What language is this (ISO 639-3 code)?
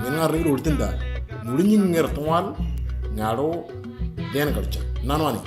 mor